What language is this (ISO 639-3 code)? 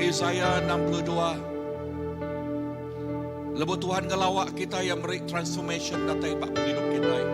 iba